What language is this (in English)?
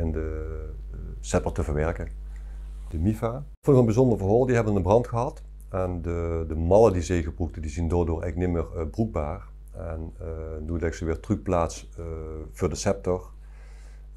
Limburgish